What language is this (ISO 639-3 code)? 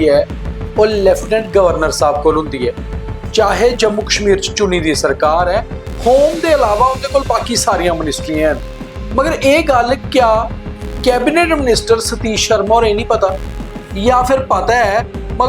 doi